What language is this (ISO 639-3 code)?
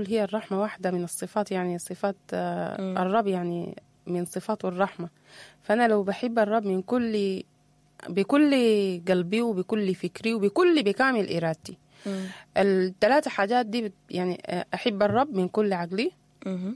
apd